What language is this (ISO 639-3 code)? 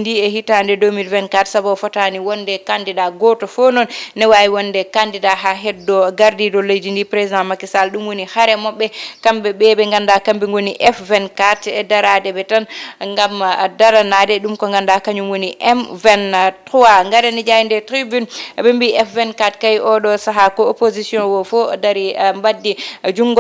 ful